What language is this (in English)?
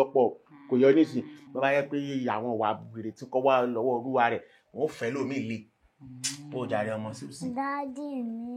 Yoruba